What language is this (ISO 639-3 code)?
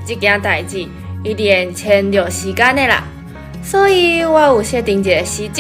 nan